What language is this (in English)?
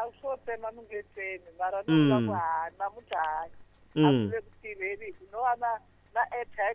Tsonga